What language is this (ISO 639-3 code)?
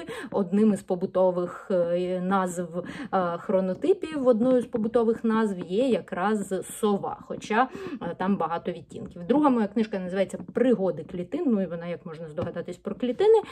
ukr